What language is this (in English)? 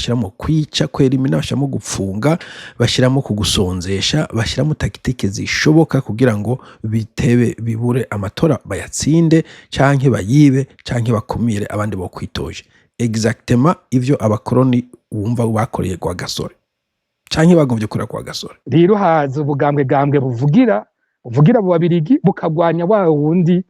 Rundi